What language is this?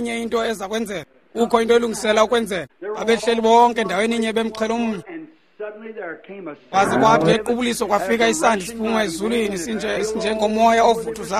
Xhosa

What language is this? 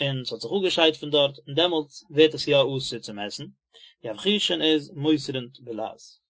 Yiddish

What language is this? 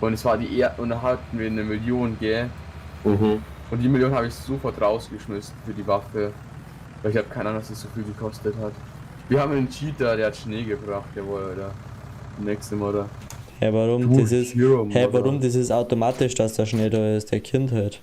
Bavarian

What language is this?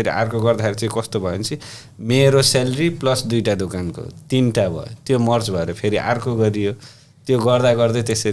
Nepali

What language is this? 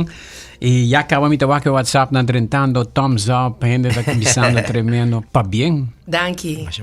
Papiamento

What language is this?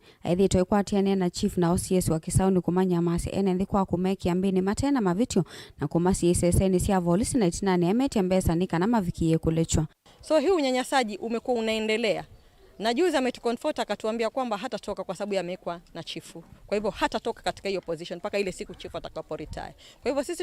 Kamba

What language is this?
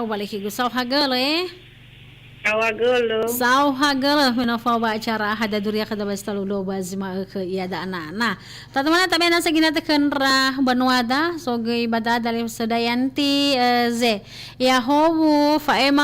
Nias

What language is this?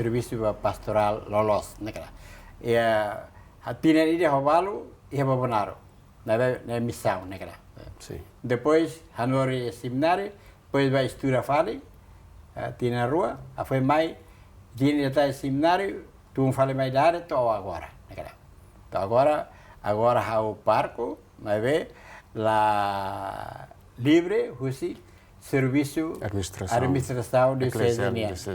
Tetum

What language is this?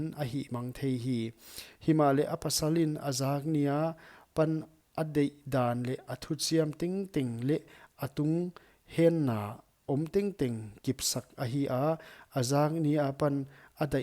Paite Chin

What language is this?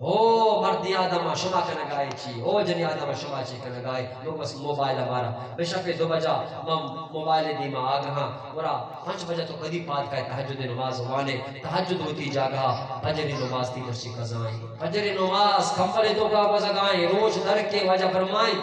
Eastern Balochi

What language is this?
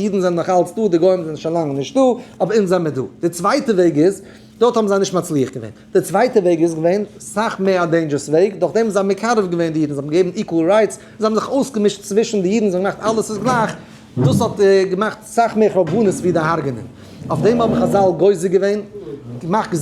Yiddish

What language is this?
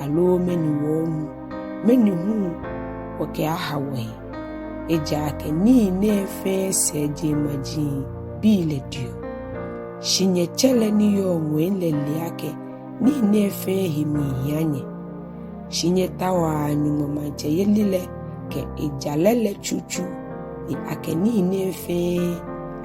Ga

